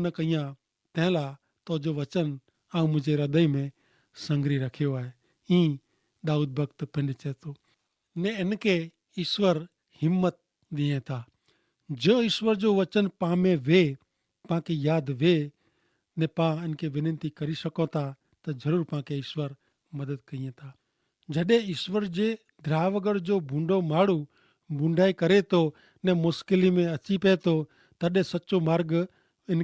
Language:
Kachhi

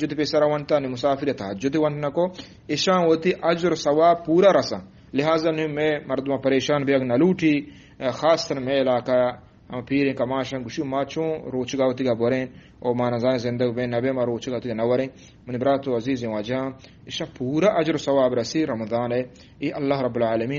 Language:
Eastern Balochi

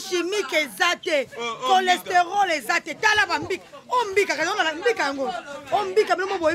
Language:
Lingala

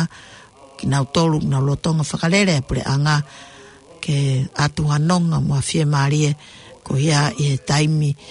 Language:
Tongan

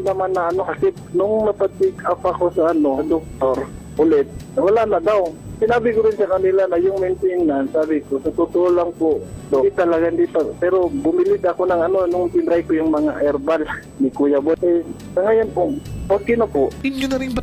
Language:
Filipino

